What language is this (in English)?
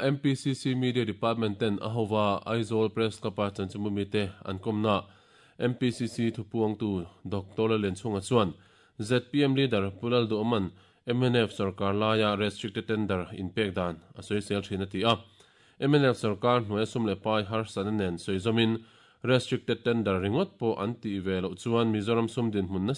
Mizo